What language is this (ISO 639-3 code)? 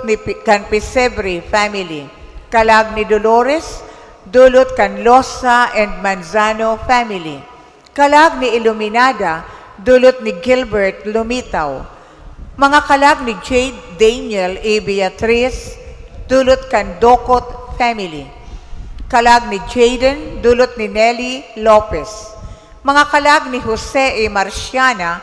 bik